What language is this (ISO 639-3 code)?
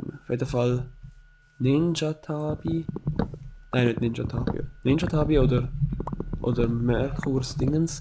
gsw